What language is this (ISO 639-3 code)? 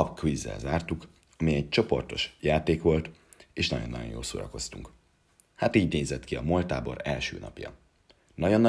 hun